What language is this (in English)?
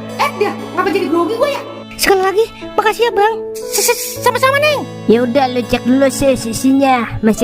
Betawi